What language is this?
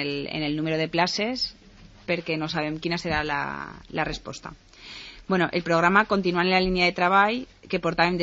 Catalan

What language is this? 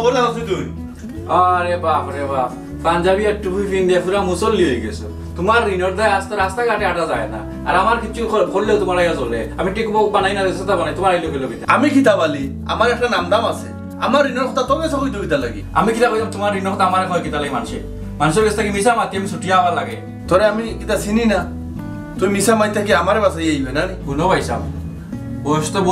Sylheti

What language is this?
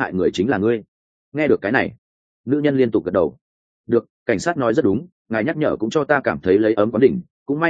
Vietnamese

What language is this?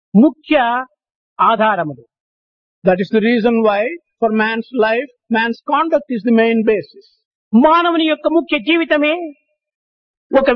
Telugu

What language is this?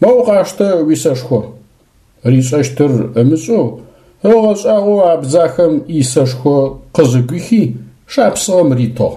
Adyghe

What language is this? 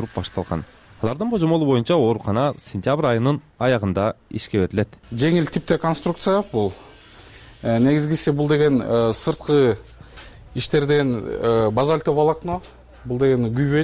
Kyrgyz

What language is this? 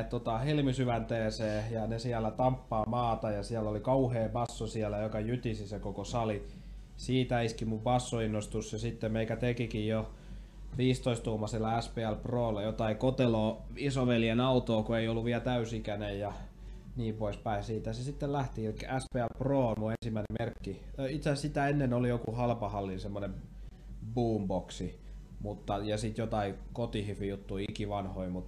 Finnish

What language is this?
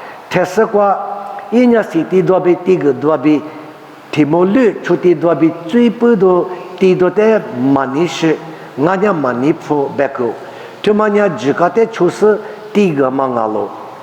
Lisu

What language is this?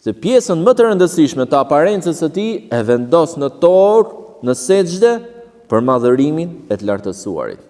Albanian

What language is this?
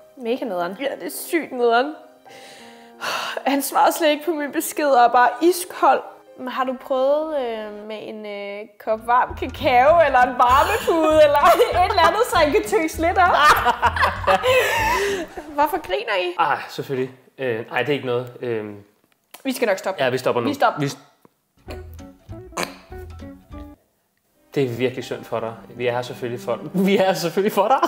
Danish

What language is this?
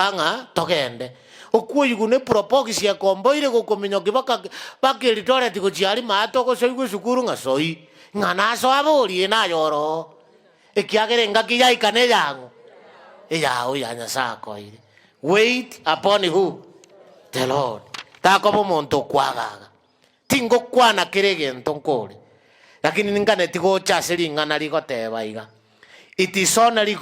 Gusii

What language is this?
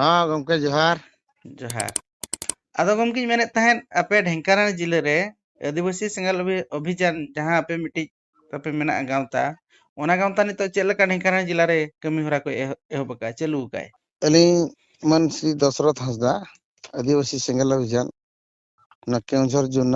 Santali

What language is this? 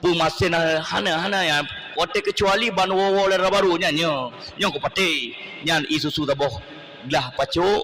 Achinese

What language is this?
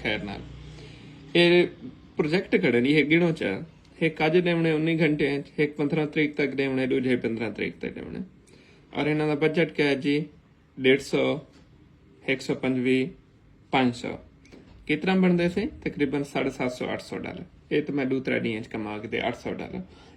Saraiki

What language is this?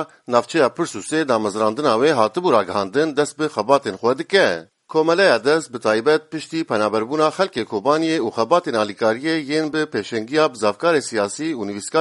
Kurdish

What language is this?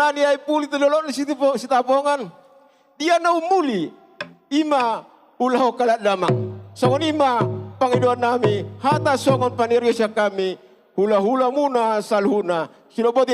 Batak Toba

